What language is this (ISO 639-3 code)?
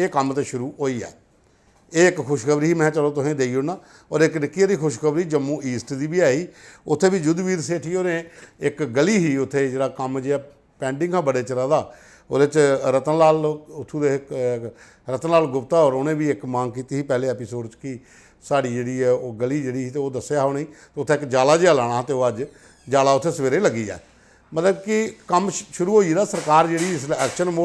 doi